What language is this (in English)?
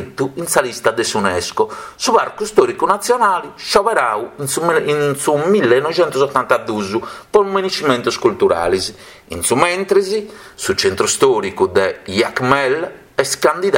Sardinian